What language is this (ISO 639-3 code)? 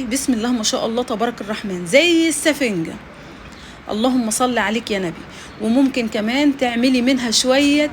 arz